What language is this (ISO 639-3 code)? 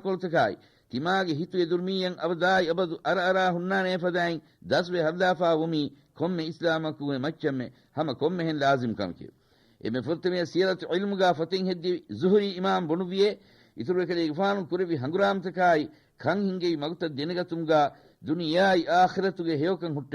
div